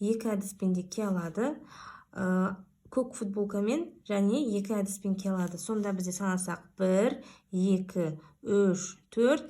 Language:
Kazakh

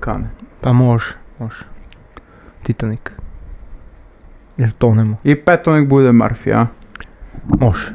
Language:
Serbian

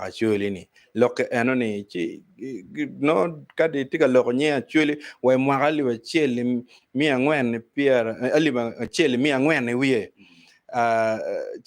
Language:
Acoli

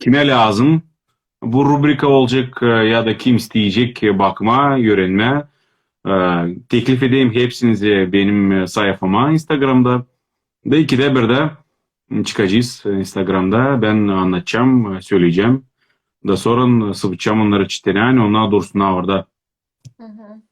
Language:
Crimean Tatar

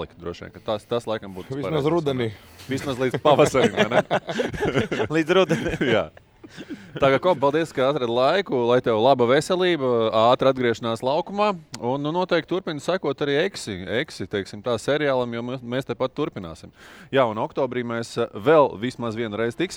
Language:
Latvian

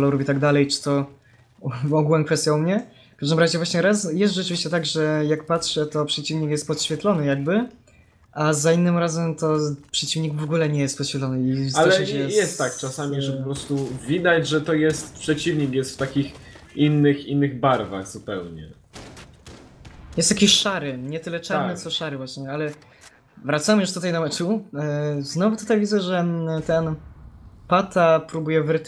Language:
Polish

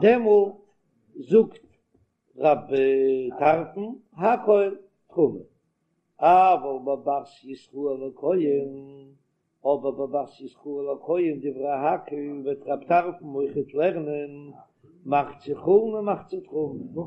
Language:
Yiddish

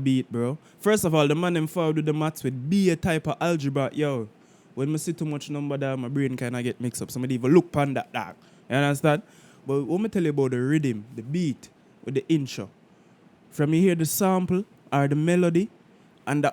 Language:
Jamaican Creole English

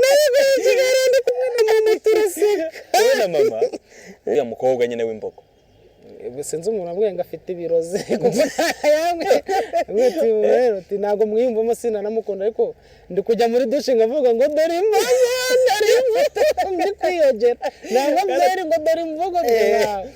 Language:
Kinyarwanda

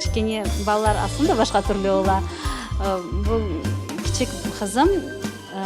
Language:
Crimean Tatar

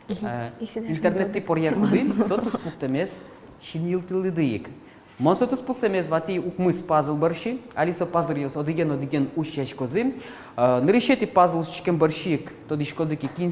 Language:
Udmurt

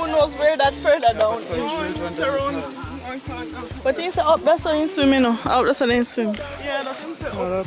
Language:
Jamaican Creole English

